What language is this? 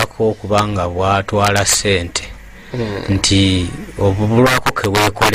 Ganda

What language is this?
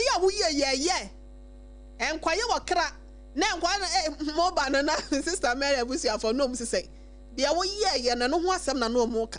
Akan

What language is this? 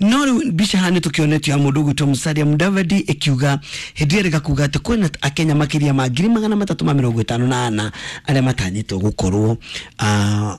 Kikuyu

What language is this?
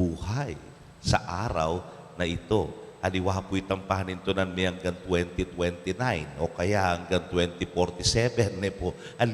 Pampanga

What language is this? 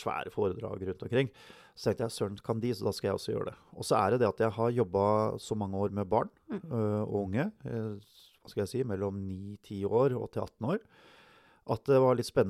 Norwegian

